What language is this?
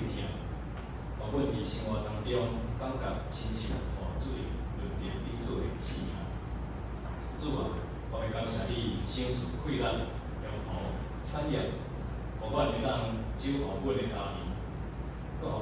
Min Nan Chinese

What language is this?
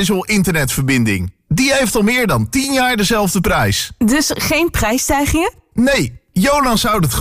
Dutch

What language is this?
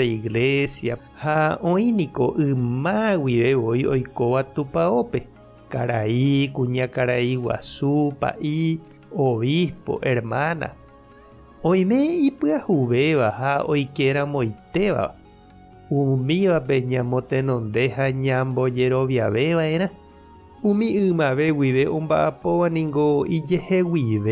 Guarani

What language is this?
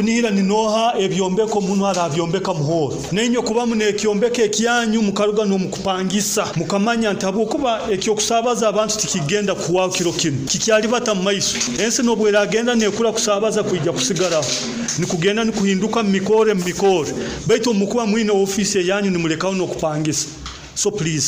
Nyoro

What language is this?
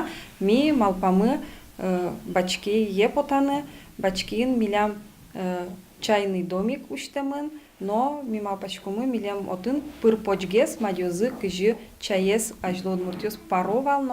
Udmurt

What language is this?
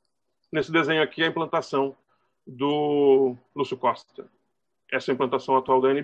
Portuguese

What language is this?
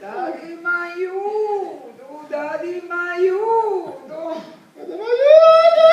Sicilian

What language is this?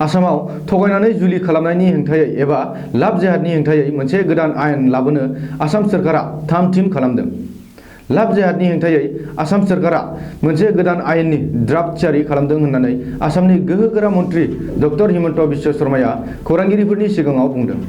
Bodo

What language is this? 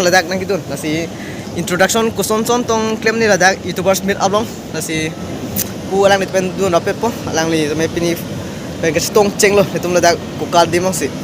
Karbi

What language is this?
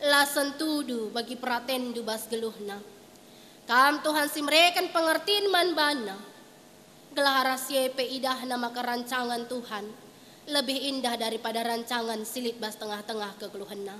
Batak Karo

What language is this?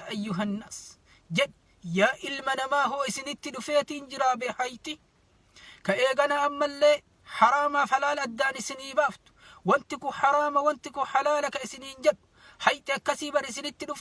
Oromo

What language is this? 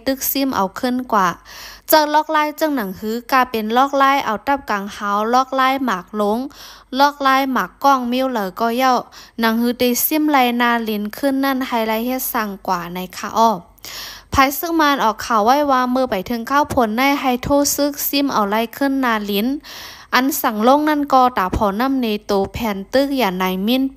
Shan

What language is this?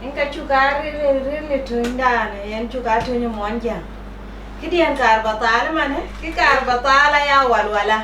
Dinka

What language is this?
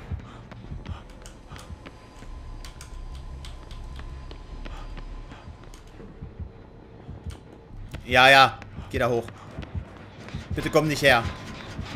German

